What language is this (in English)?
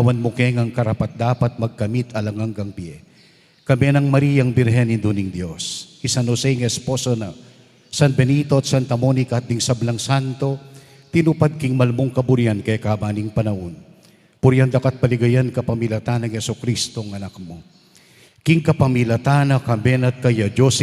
Pampanga